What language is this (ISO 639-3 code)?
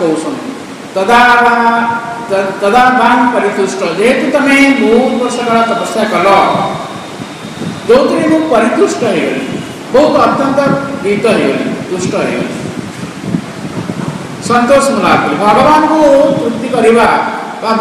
ori